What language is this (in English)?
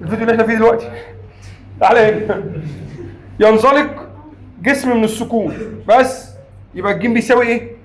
Egyptian Arabic